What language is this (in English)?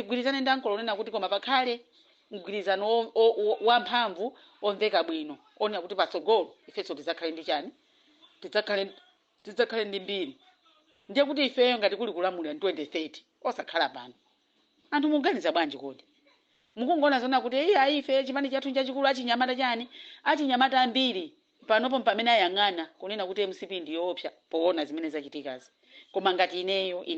Nyanja